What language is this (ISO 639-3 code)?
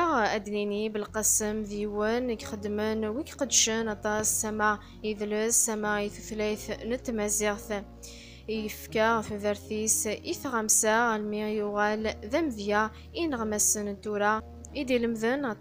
kab